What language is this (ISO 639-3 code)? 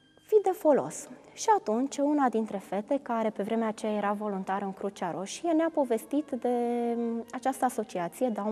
ron